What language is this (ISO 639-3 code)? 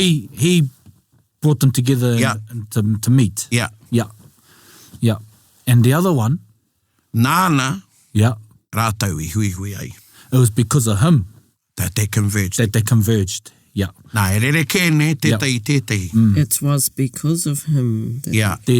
mri